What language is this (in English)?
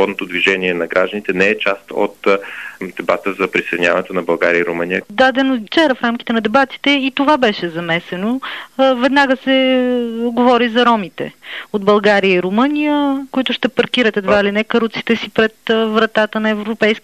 Bulgarian